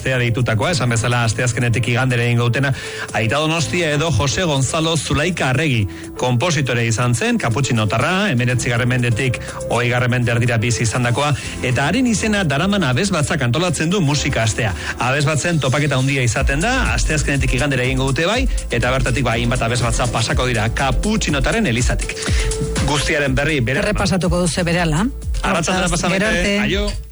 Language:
Basque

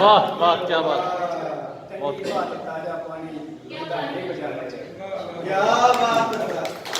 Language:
Dogri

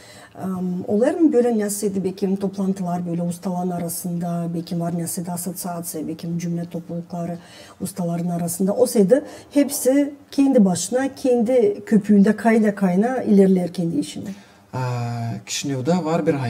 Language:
Gagauz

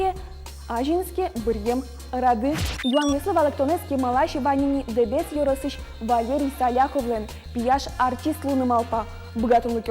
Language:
Udmurt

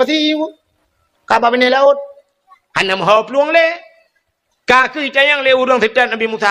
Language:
Achinese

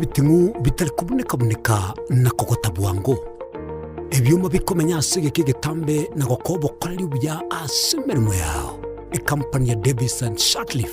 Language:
Gusii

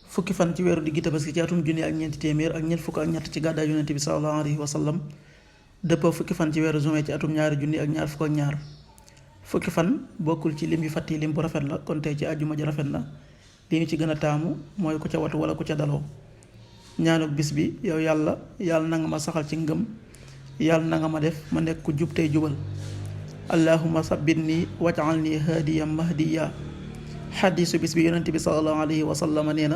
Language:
Wolof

